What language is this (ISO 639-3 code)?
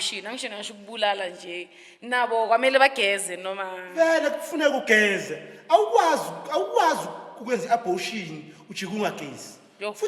zul